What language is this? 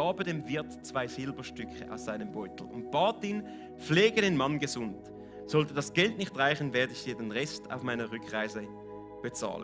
Swiss German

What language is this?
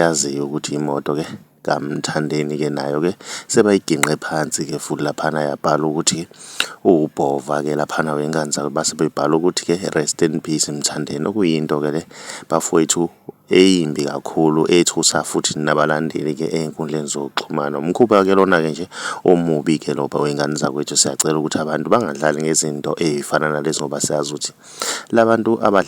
Zulu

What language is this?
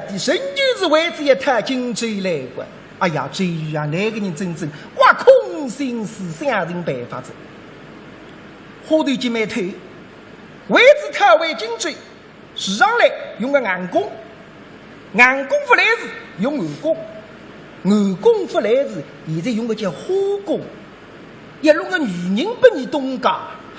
Wu Chinese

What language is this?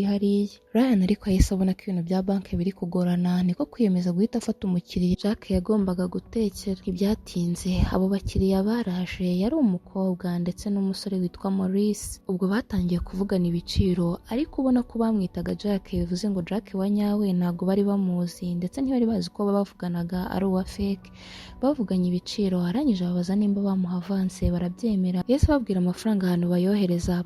Kinyarwanda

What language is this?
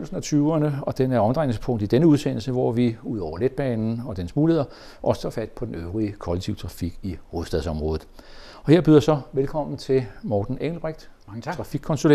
Danish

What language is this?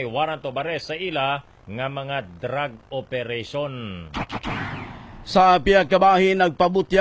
Hiligaynon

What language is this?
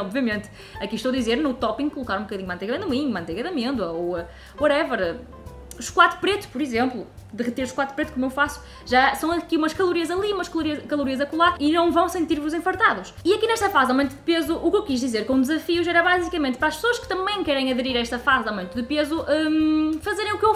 Portuguese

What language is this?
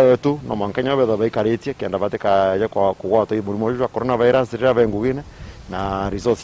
Meru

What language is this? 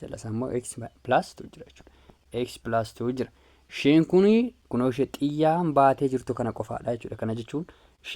Oromo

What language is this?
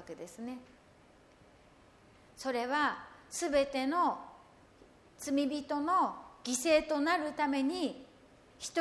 Japanese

